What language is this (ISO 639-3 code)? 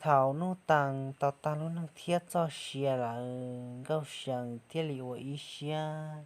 hmn